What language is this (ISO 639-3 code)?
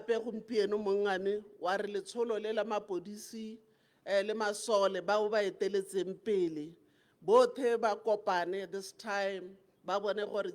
tsn